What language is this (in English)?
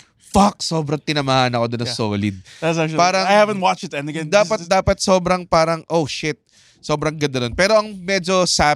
Filipino